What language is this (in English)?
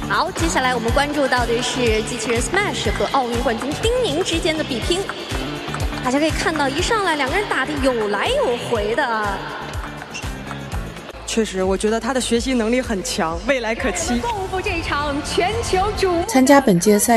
Chinese